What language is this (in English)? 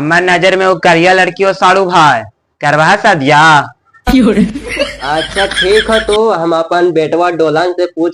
Magahi